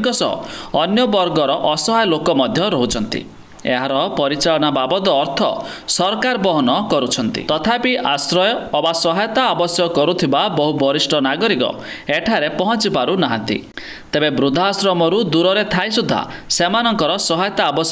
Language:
Odia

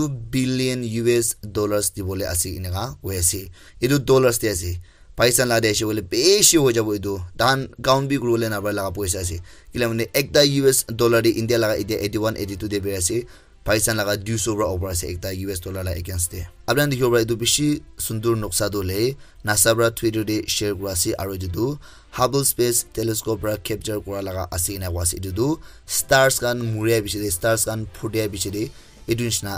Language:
Naga Pidgin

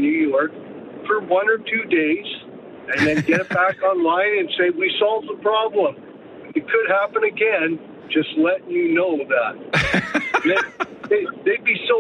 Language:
English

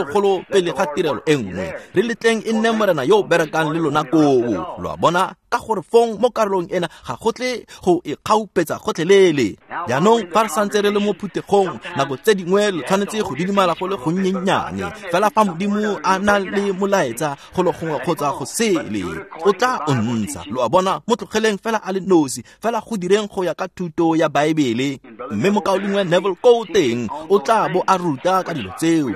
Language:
Tswana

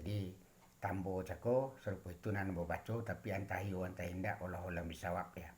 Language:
Minangkabau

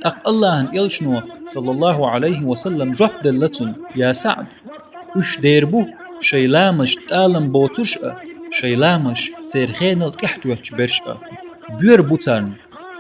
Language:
Chechen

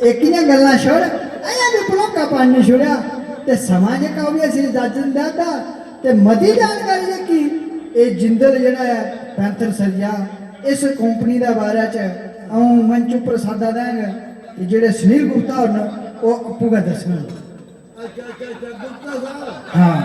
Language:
Dogri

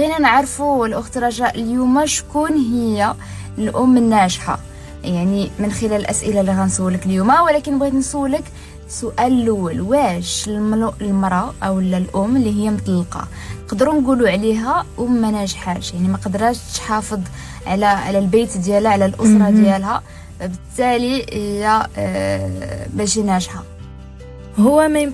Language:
Moroccan Arabic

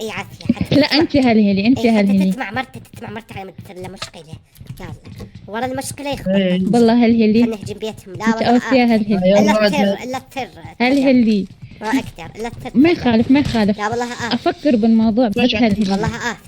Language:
Mesopotamian Arabic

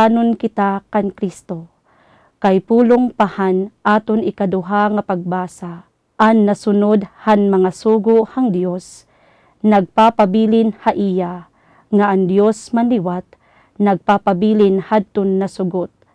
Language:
Waray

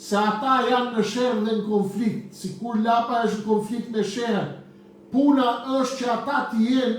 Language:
Albanian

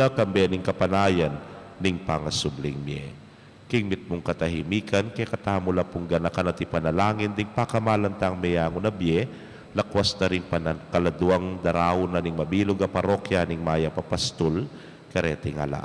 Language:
Pampanga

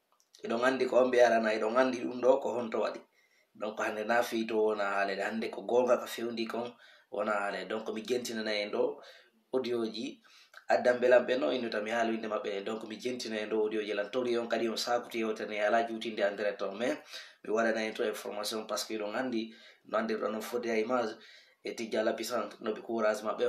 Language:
Fula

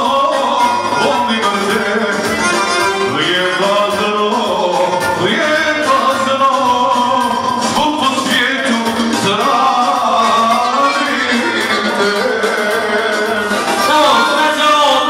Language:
Croatian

